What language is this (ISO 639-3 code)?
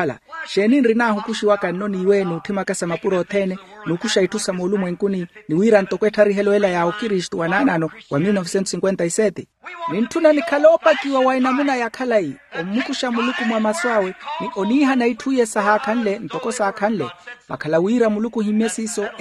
vmw